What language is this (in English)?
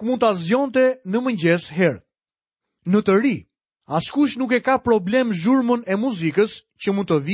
Albanian